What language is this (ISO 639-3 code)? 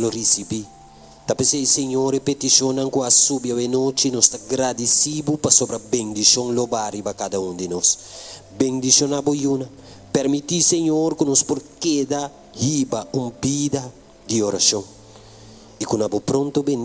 pap